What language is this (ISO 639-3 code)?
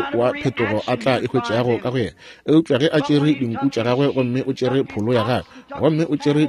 nso